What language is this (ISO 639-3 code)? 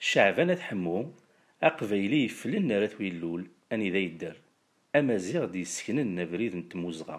kab